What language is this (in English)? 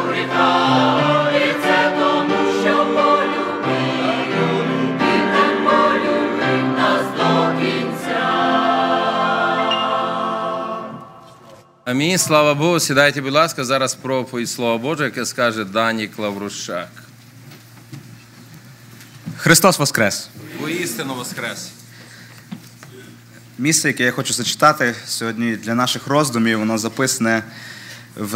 Ukrainian